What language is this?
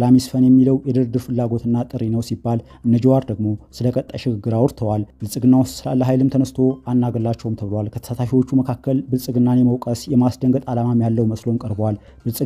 Amharic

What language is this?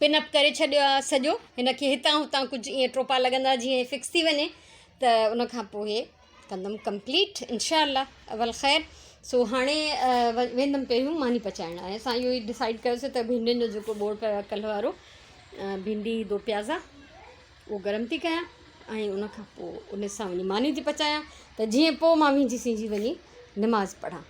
Sindhi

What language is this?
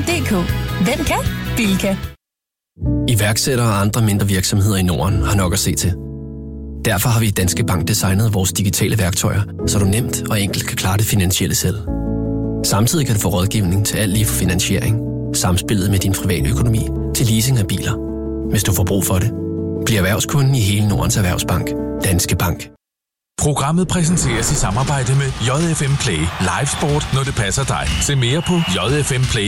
Danish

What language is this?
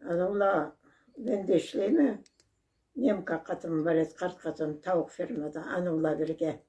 Karachay-Balkar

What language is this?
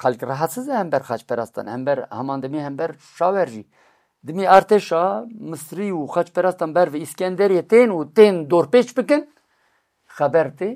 Kurdish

